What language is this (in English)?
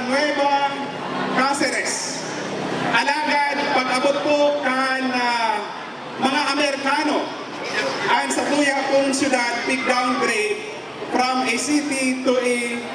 Bikol